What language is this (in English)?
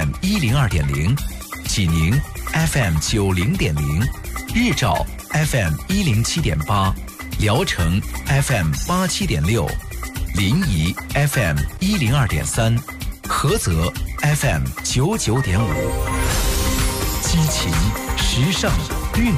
Chinese